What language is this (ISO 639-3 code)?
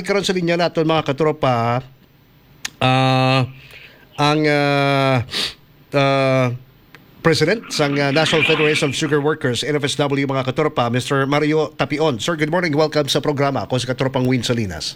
hil